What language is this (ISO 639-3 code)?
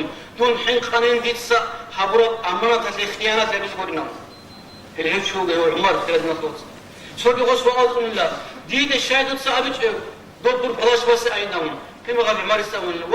ava